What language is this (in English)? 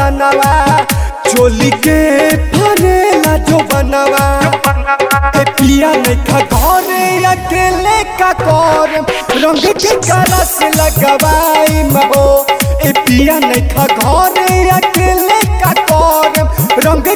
Bhojpuri